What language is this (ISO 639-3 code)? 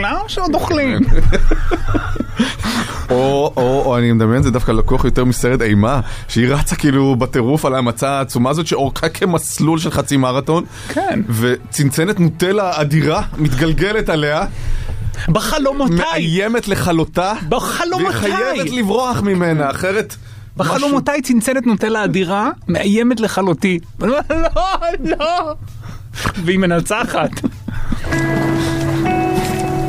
heb